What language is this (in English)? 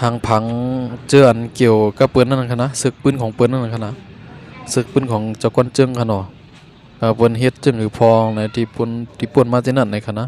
Shan